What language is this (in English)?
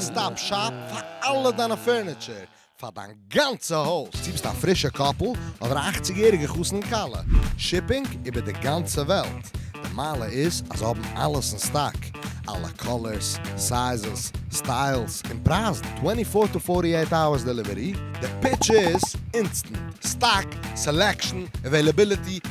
Yiddish